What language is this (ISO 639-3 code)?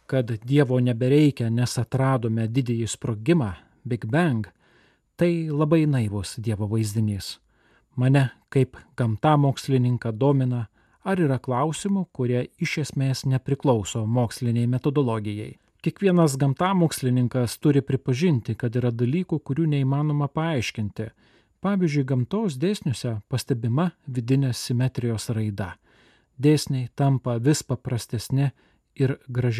lit